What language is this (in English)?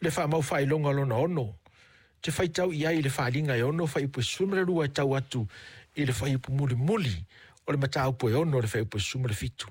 Samoan